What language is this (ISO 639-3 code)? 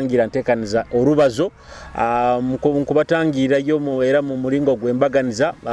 nyo